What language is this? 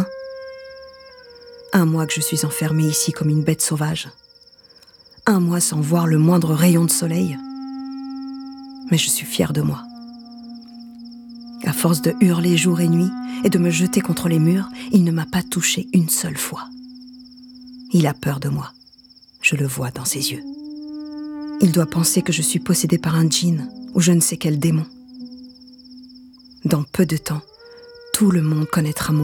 French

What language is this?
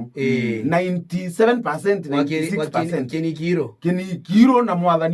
Meru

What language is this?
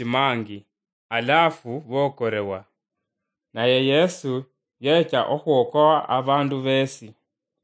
Luyia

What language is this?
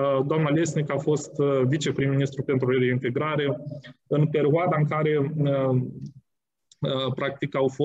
Romanian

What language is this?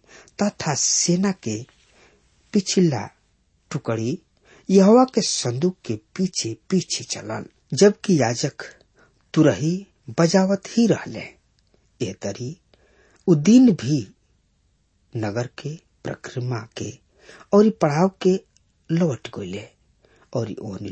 Bhojpuri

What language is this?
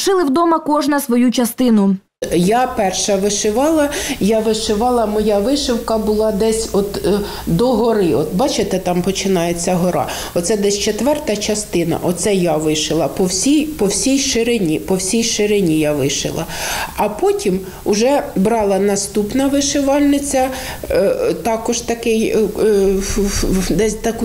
Ukrainian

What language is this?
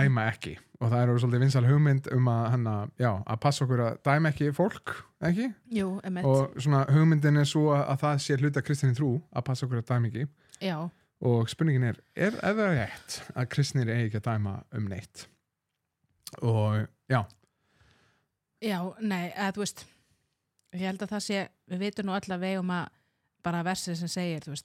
Icelandic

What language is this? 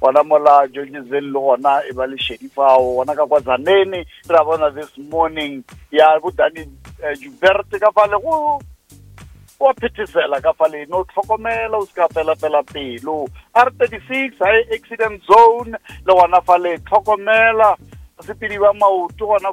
Northern Sotho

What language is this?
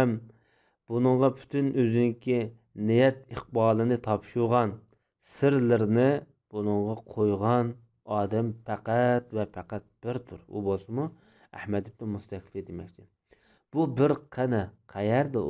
Uyghur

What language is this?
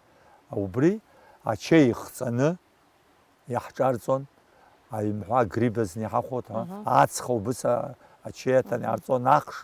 Abkhazian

